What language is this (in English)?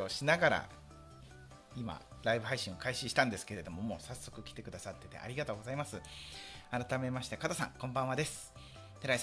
Japanese